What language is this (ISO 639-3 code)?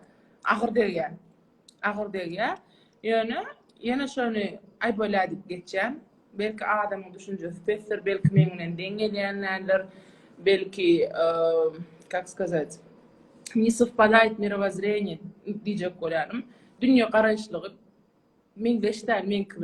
tuk